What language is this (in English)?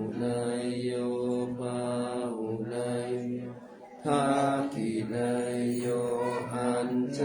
Pali